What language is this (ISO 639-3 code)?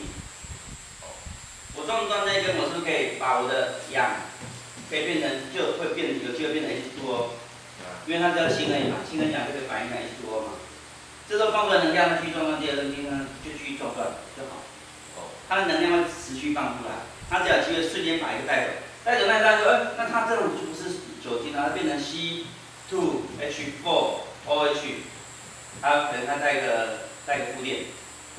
zho